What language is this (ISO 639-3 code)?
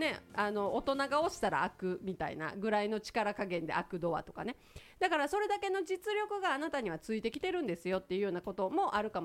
jpn